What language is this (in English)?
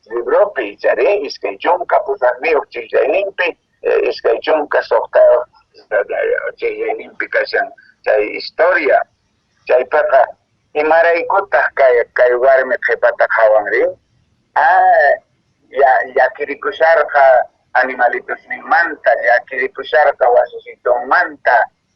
Quechua